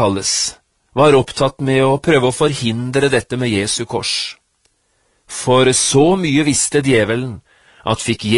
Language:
Norwegian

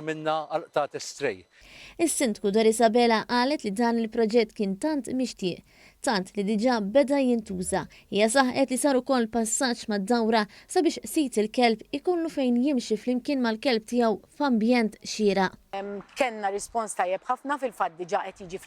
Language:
Maltese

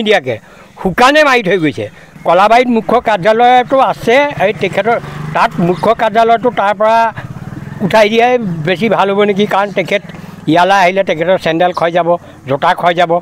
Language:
Assamese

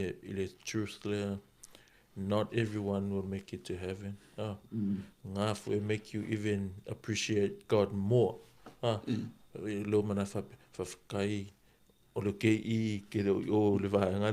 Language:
Samoan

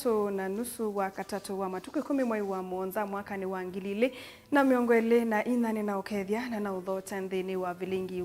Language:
Kamba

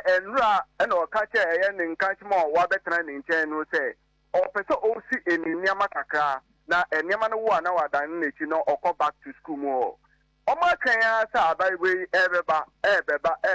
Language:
Akan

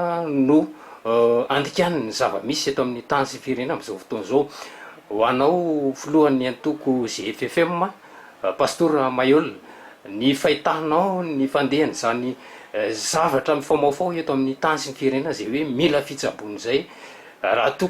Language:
Malagasy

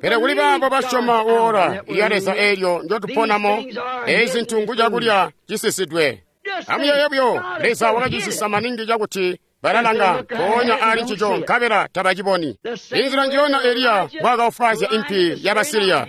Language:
Tonga (Zambia)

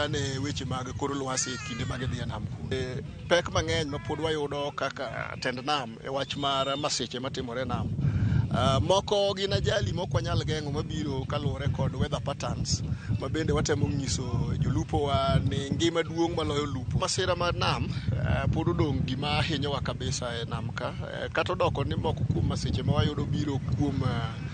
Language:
Luo (Kenya and Tanzania)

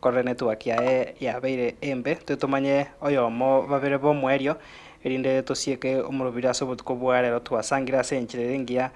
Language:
Gusii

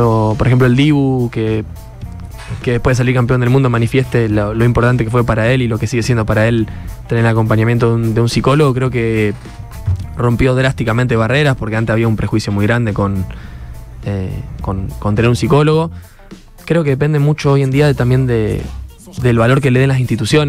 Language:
Spanish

